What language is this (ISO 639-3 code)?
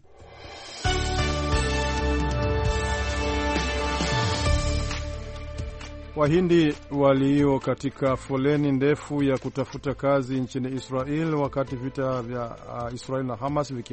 swa